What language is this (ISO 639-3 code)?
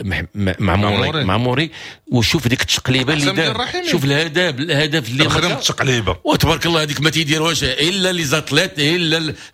ary